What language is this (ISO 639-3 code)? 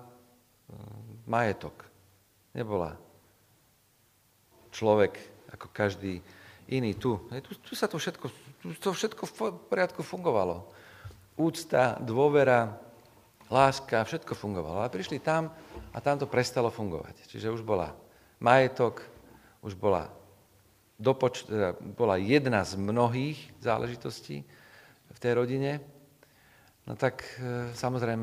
slk